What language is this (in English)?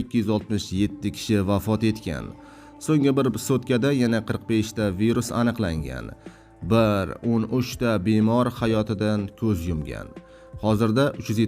Uzbek